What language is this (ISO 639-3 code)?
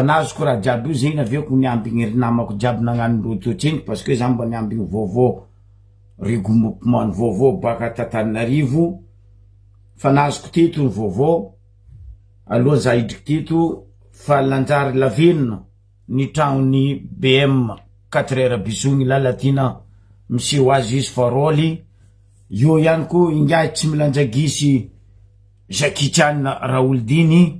mlg